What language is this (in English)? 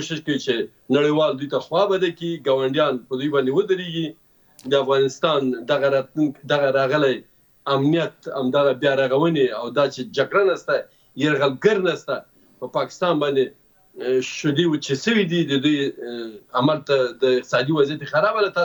Pashto